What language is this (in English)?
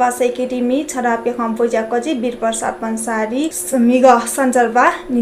Newari